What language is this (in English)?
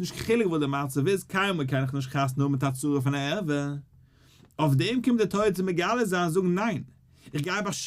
Yiddish